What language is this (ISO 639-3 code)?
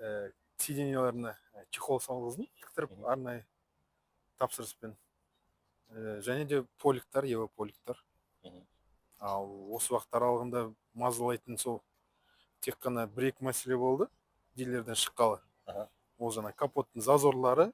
kaz